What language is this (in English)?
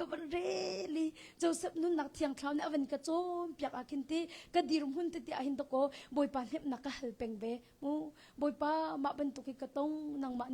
Hakha Chin